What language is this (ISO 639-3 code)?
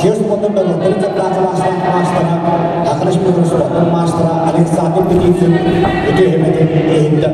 sah